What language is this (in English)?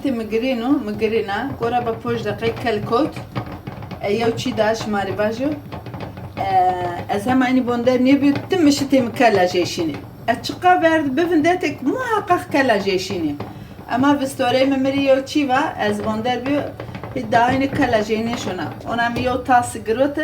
Zaza